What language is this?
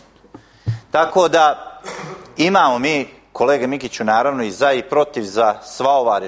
Croatian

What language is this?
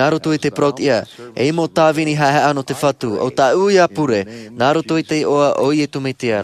Tahitian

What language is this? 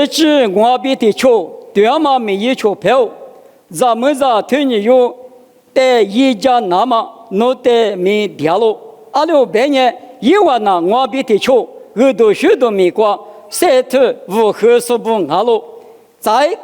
Lisu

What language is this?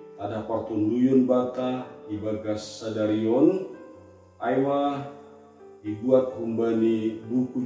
Batak Simalungun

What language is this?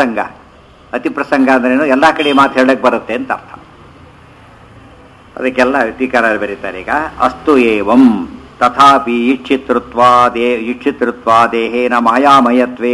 Kannada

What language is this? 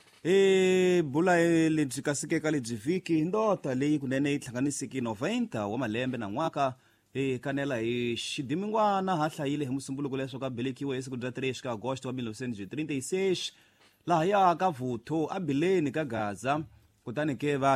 Tsonga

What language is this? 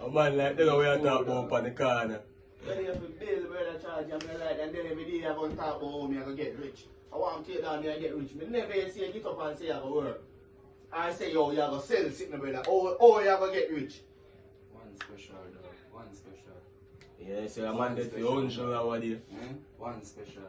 Jamaican Creole English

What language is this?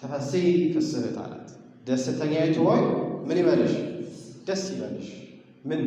Amharic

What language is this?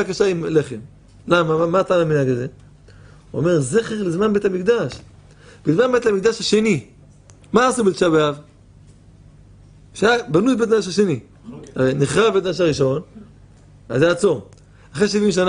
Hebrew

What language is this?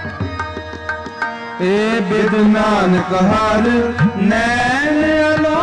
Punjabi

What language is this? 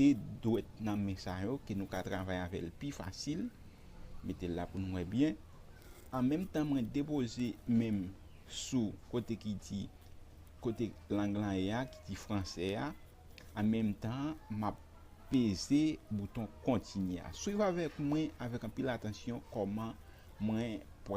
Haitian Creole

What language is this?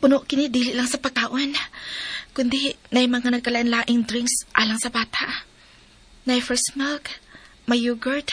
Cebuano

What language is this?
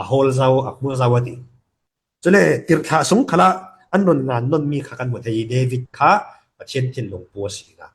Falam Chin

